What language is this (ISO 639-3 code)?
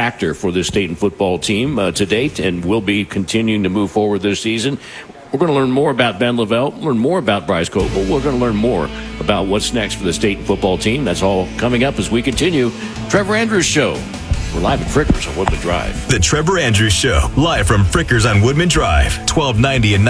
eng